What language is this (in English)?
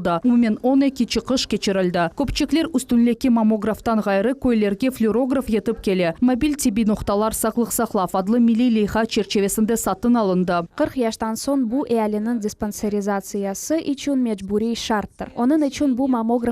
Crimean Tatar